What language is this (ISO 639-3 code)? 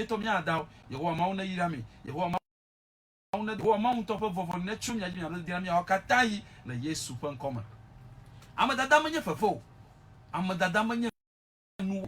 ewe